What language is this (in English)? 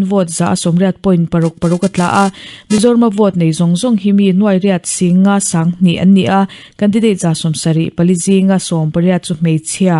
Mizo